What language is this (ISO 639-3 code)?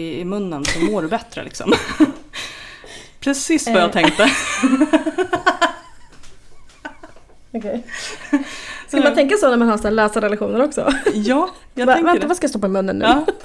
swe